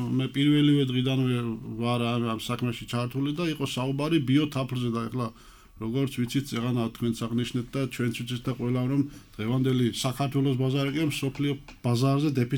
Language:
Georgian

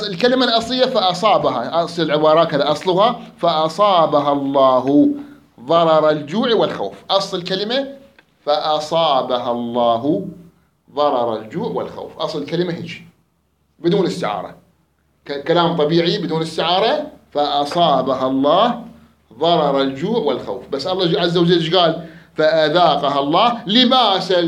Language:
Mesopotamian Arabic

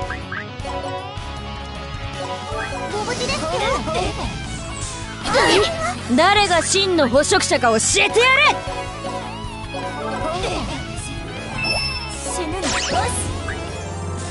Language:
Japanese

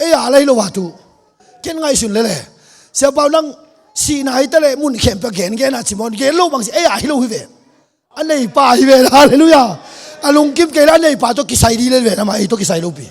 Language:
Tedim Chin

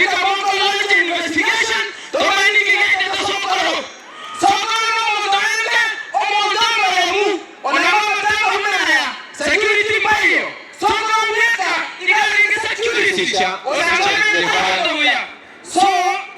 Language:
Gusii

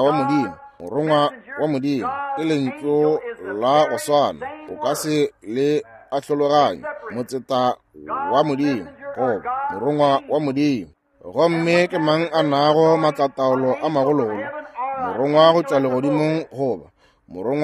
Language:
Northern Sotho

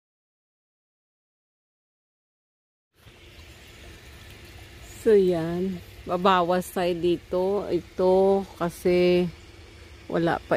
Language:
Filipino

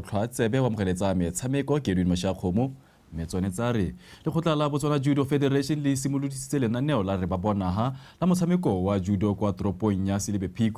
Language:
Tswana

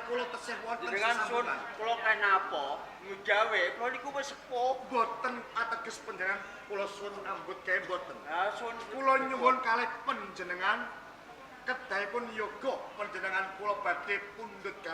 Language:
Javanese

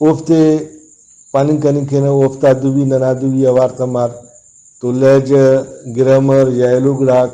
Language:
Brahui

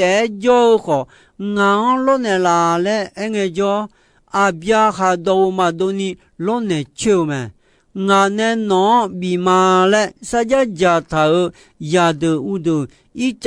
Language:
Akha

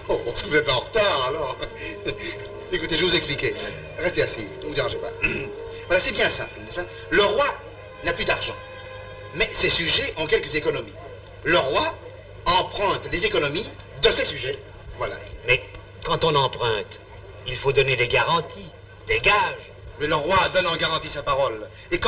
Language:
French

